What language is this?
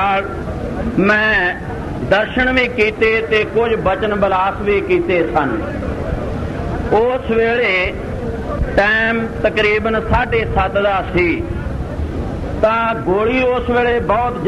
Punjabi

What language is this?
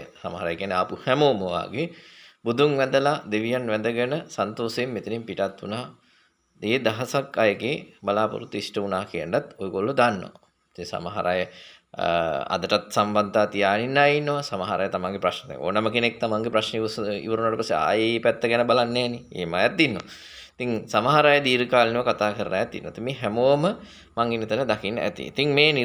Sinhala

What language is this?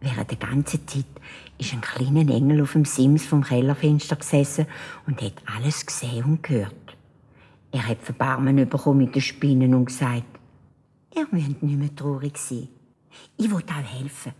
Swiss German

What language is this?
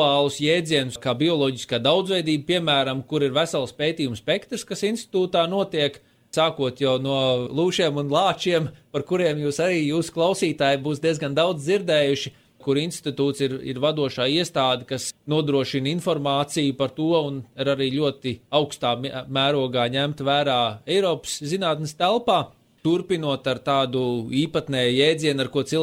Latvian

